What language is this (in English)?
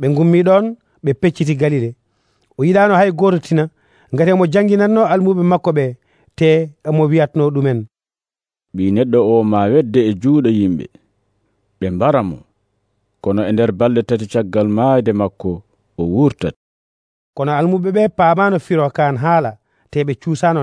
Nigerian Fulfulde